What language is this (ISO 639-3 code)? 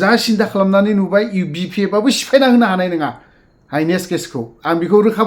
brx